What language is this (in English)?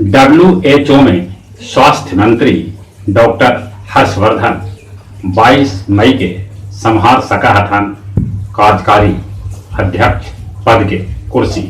Magahi